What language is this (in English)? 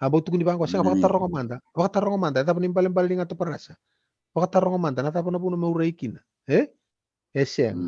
Fijian